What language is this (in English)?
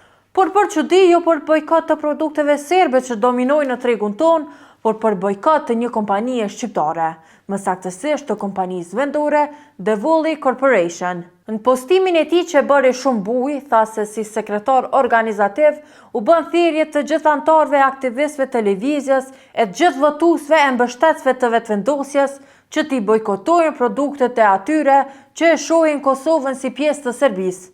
Albanian